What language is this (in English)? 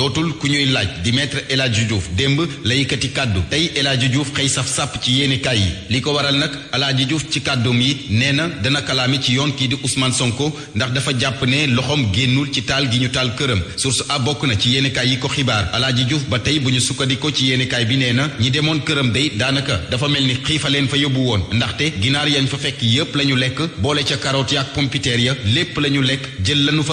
Wolof